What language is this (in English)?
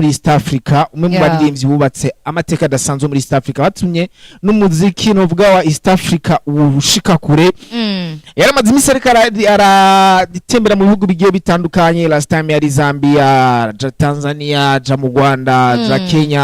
Rundi